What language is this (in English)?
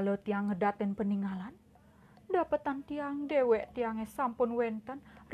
Balinese